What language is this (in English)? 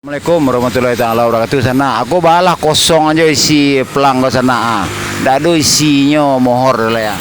Minangkabau